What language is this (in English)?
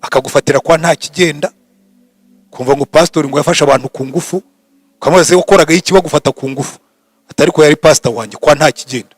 Kinyarwanda